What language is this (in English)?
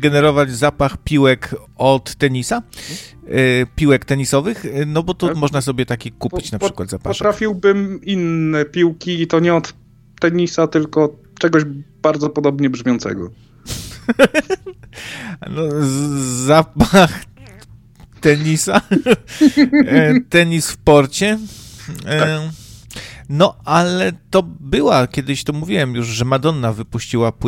Polish